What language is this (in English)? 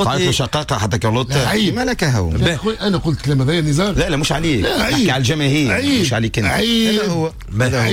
Tunisian Arabic